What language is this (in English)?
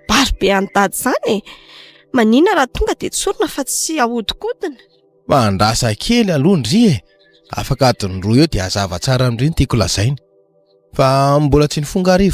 Malagasy